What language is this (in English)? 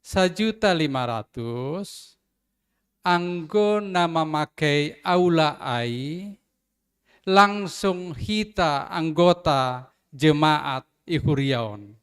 Batak Simalungun